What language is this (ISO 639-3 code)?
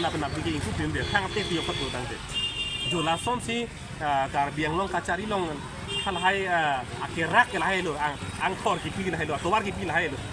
mjw